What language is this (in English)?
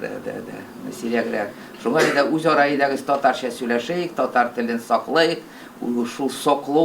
Tatar